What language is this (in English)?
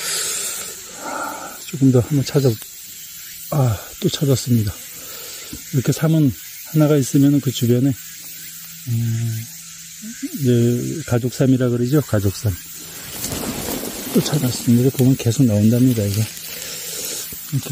Korean